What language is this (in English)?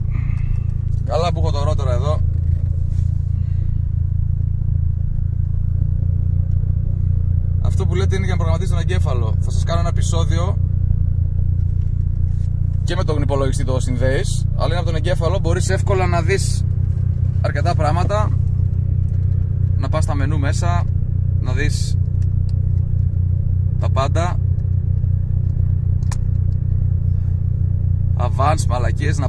Greek